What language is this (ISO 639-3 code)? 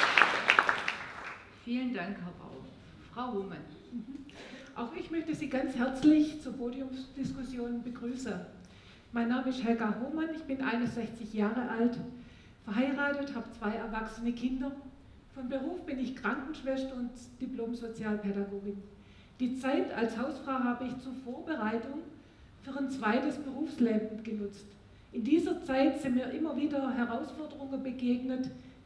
deu